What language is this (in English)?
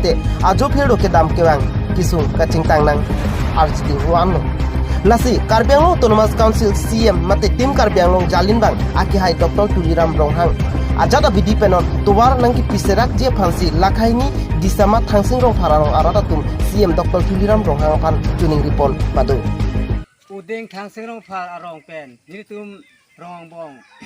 Karbi